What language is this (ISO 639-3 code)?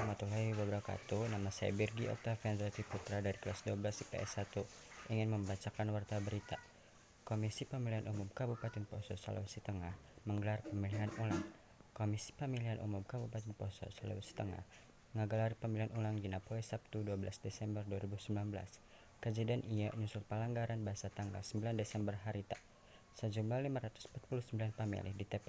sun